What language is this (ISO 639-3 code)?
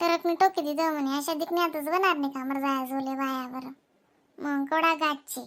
khn